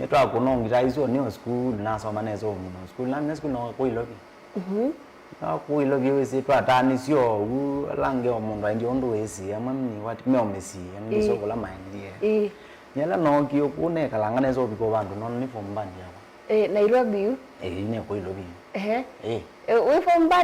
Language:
Kamba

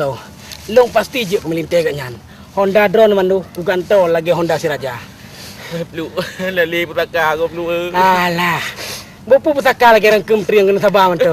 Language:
Achinese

